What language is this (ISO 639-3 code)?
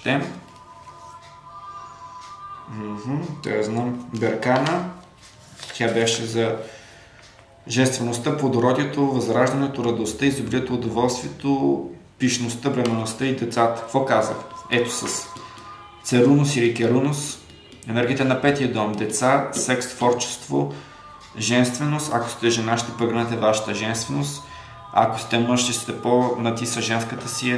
bul